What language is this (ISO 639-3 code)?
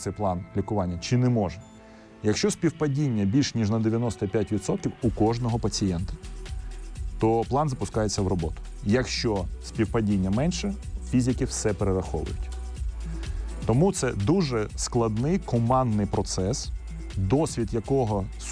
ukr